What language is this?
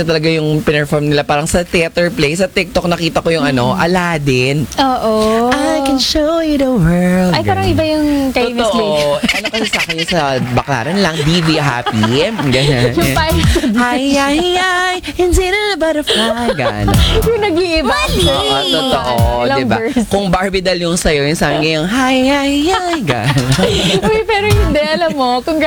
Filipino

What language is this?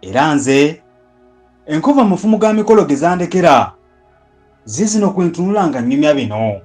Ganda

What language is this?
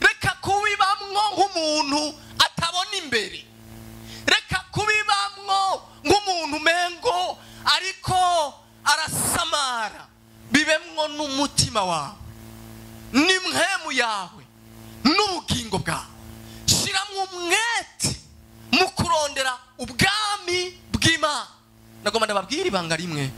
Rundi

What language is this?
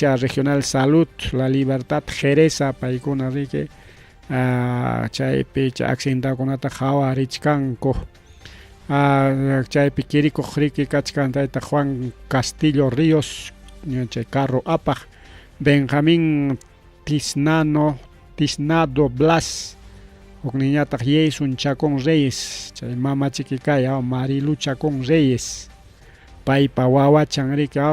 Ayacucho Quechua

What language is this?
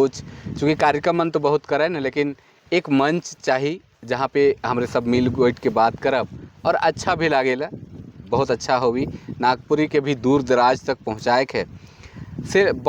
Sadri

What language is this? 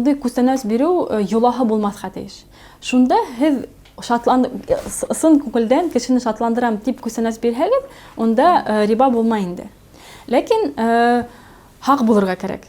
Bashkir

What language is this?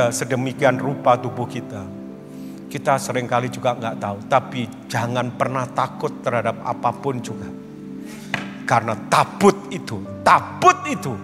Indonesian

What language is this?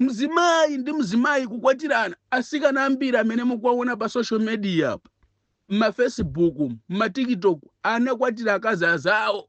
Nyanja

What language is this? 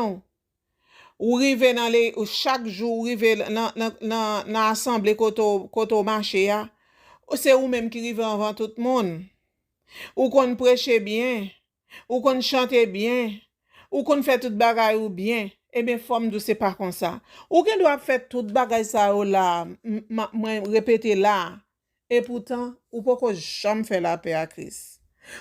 Haitian Creole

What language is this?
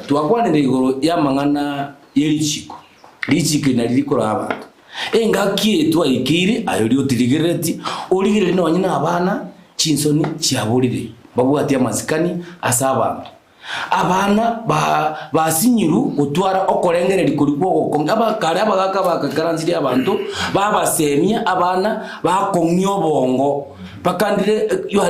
Gusii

